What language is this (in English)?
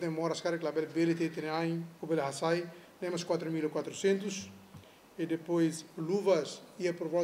Tetum